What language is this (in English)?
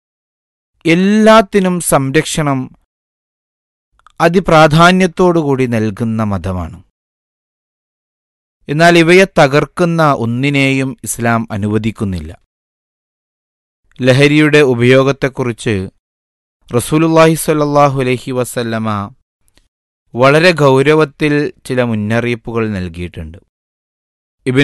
Malayalam